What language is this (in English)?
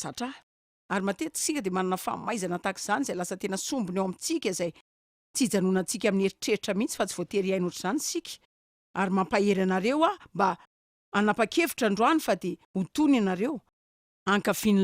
Malagasy